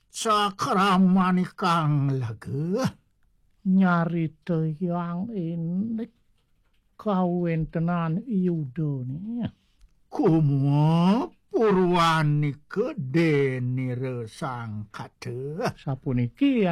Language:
Balinese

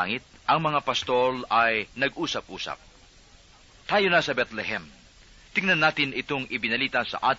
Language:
Filipino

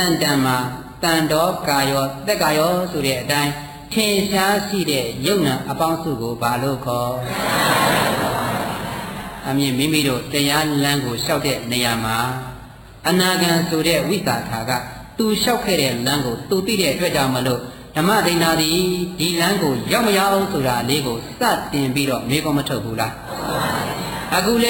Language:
Burmese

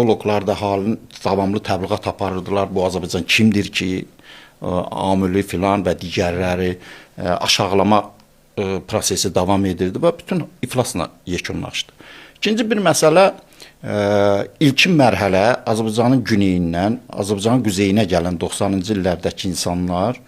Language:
Azerbaijani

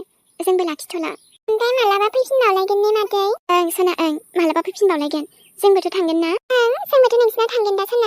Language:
Bodo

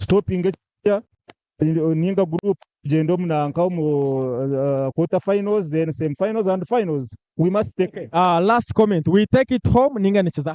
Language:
Nyankole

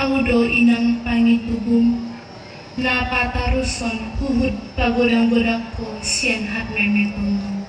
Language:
Batak Toba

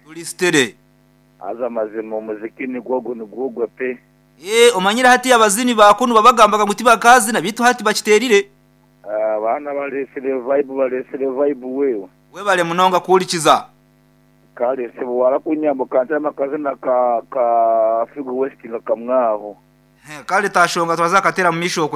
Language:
Nyankole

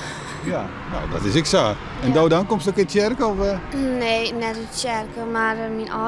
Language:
Western Frisian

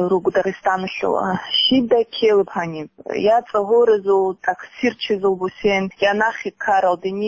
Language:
Avaric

